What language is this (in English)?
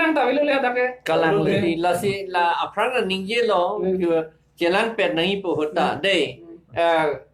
Karbi